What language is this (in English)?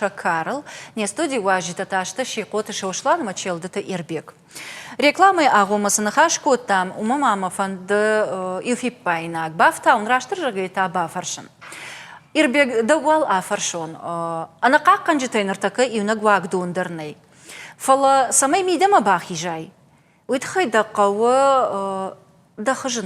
Ossetic